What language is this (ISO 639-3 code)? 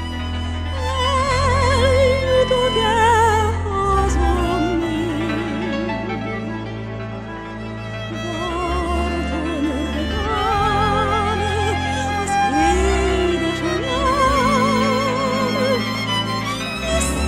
hun